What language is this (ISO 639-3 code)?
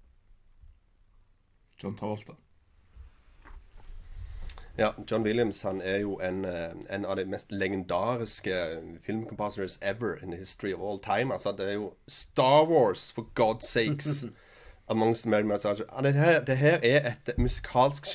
nor